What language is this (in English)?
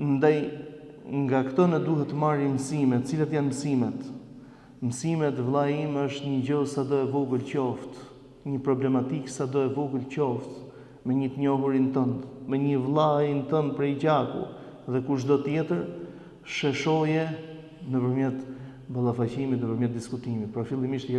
Albanian